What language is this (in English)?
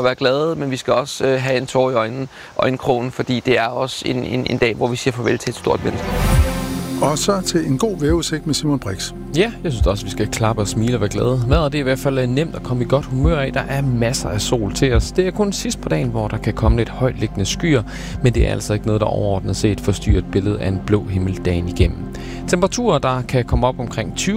Danish